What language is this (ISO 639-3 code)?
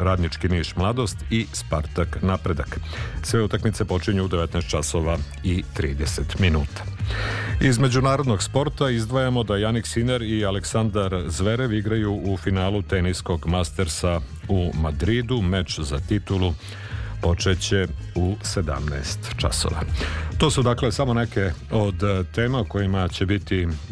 srp